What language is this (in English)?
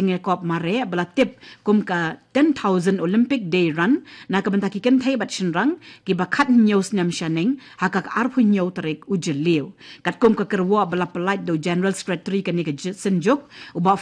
Khasi